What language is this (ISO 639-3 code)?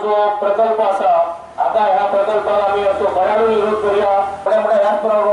kok